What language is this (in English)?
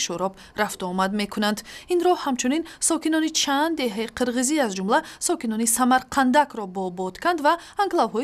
Tajik